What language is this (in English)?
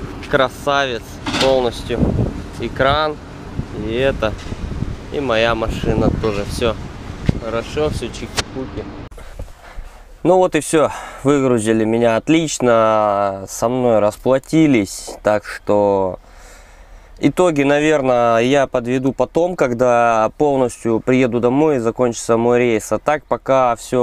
Russian